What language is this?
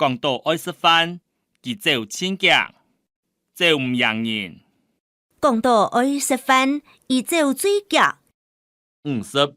Hakka Chinese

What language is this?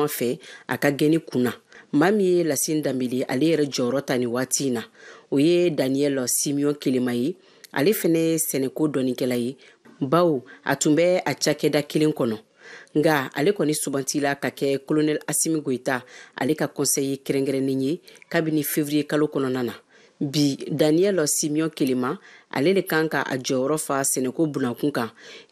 Bambara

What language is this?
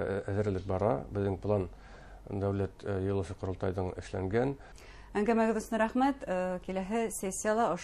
Bashkir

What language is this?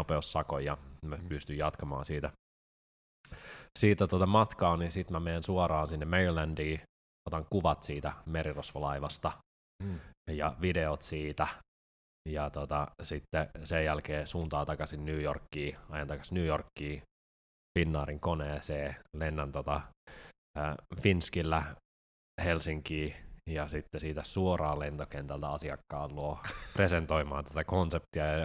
Finnish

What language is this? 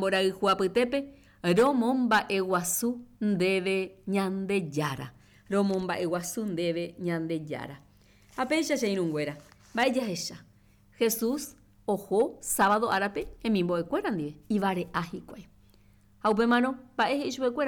Guarani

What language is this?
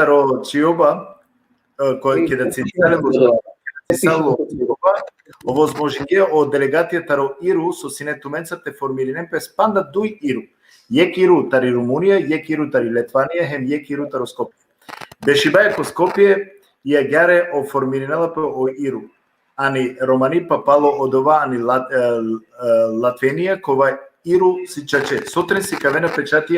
Balkan Romani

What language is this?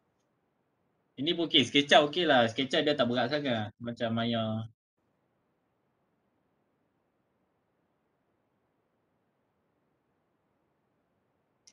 Malay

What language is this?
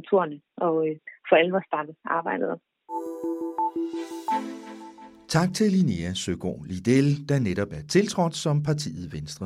Danish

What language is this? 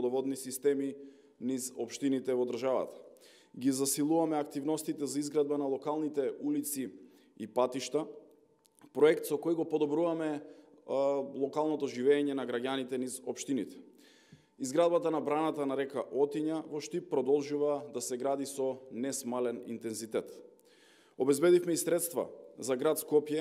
Macedonian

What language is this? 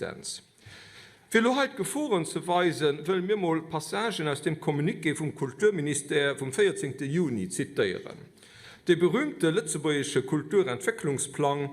Luxembourgish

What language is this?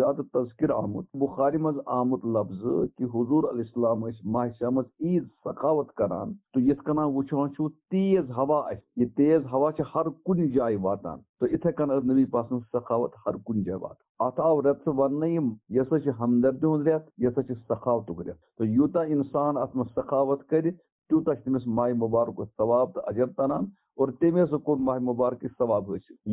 Kashmiri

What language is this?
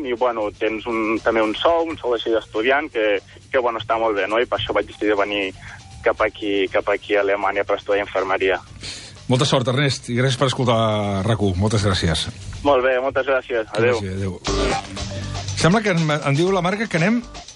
Catalan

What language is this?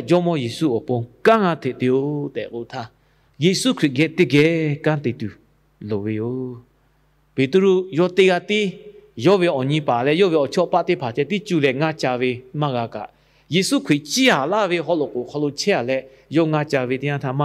Lahu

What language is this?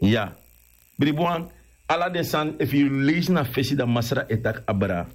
Sranan Tongo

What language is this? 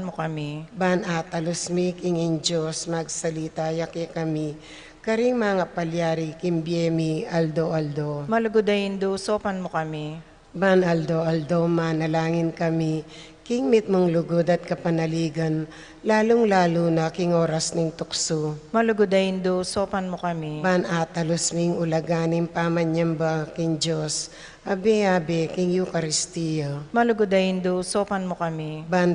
Pampanga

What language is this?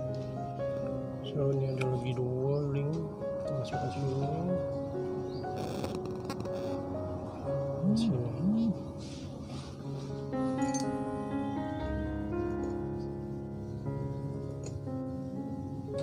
Malay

